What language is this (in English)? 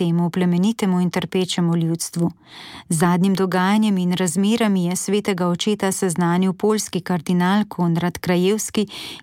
Slovenian